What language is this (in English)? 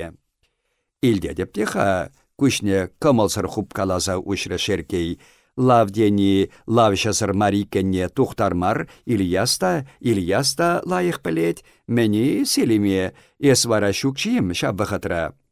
Chuvash